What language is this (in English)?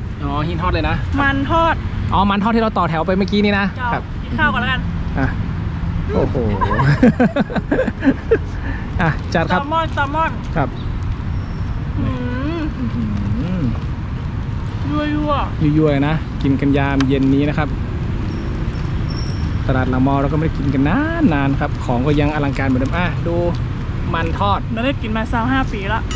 Thai